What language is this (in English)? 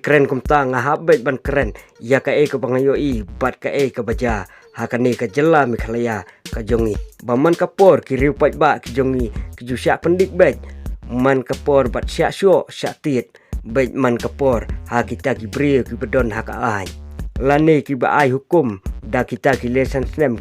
Khasi